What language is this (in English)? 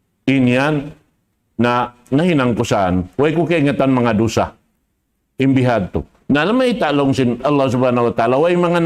Tausug